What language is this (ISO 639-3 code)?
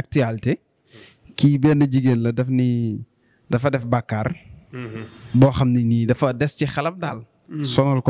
wol